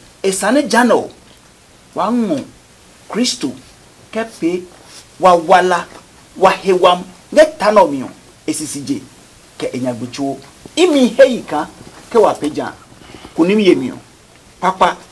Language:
Adangme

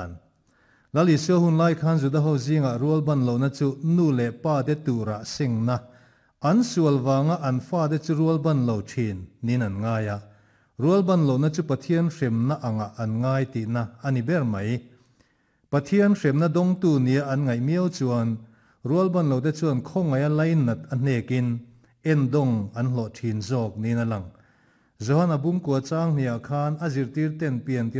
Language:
Mizo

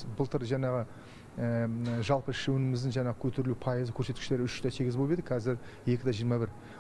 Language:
Kazakh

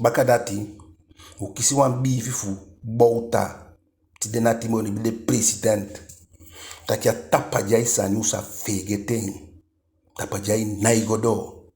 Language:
Eastern Maroon Creole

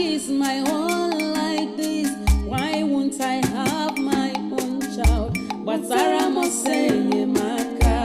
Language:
Nigerian Pidgin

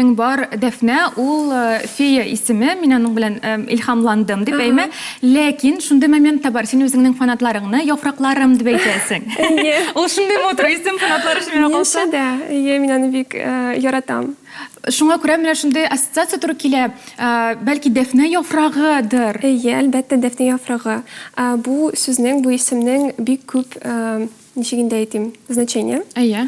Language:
Tatar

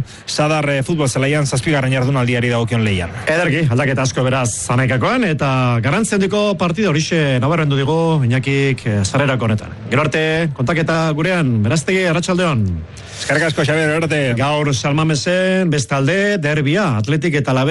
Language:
Basque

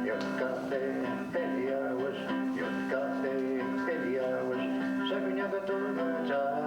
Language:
Mohawk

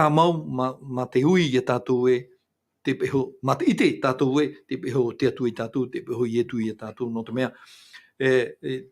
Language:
Tahitian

